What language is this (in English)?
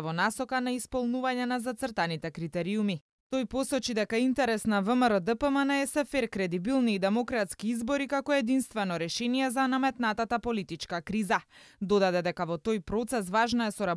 Macedonian